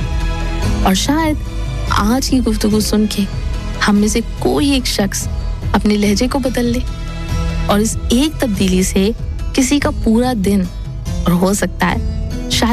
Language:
Urdu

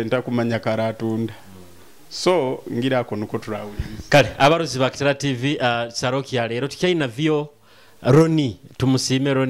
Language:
Nyoro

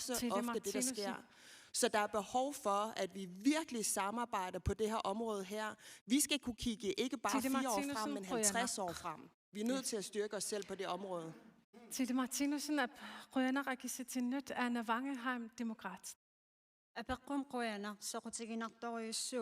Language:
Kalaallisut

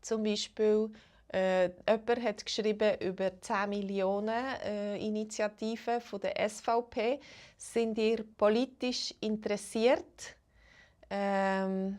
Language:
Swiss German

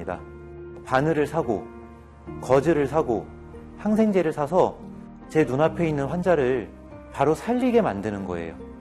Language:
Korean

